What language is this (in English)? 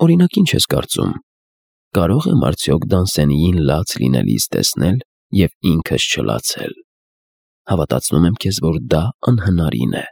Armenian